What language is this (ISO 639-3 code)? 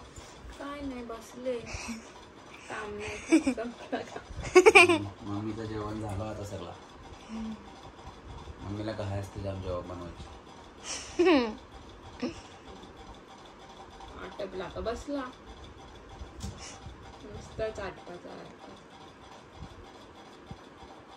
mar